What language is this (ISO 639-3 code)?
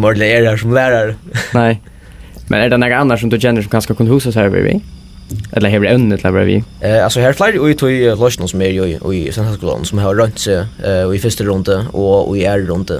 fao